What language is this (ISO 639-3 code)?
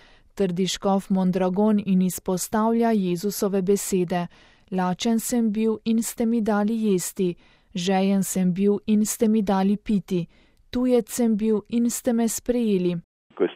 slv